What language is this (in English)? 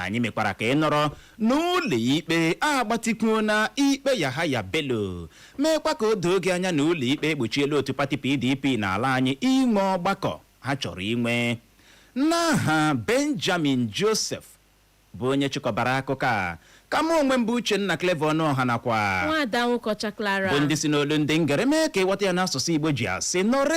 Igbo